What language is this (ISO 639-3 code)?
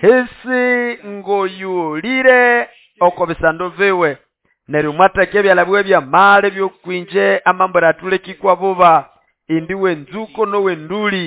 nnb